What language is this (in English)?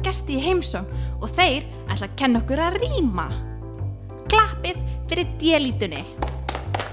Icelandic